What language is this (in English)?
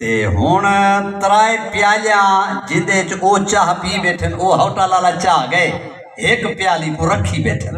Saraiki